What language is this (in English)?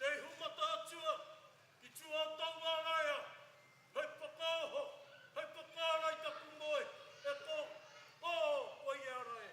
Māori